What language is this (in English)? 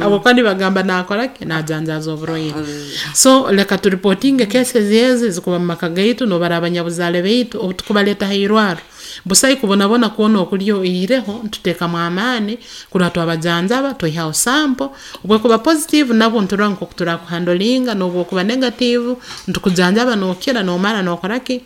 Nyoro